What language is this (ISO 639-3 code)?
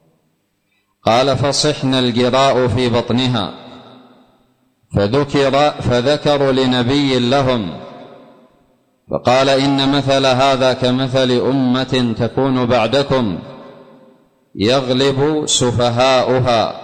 ara